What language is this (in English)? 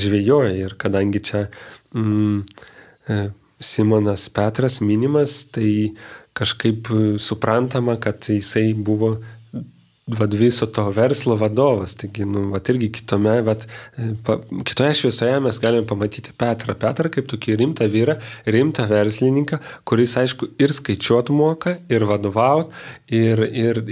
Lithuanian